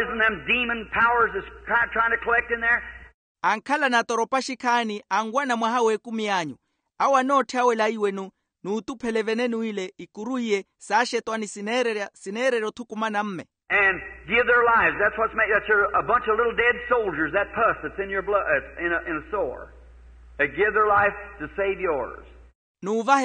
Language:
Makhuwa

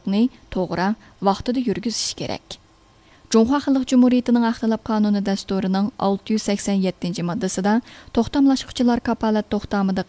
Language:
Uyghur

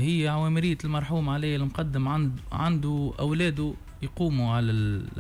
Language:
Tunisian Arabic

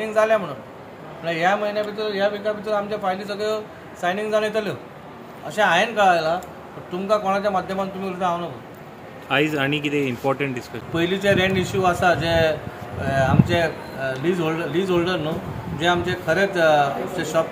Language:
Konkani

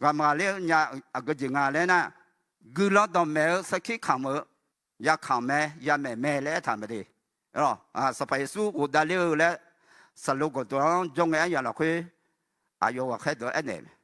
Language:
Akha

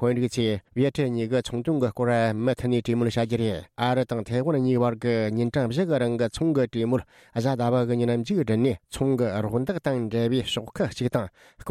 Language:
Tibetan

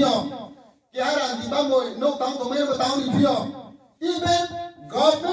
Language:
Riang (India)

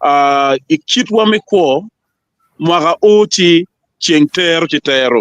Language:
Acoli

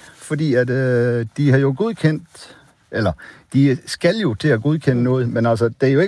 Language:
Danish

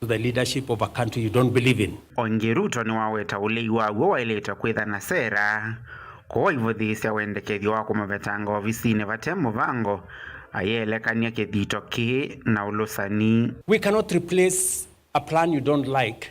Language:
Kamba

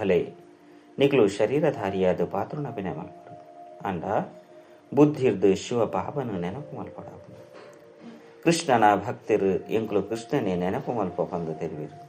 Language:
Tulu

